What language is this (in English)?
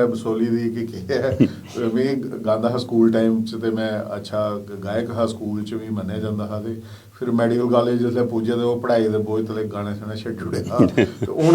Dogri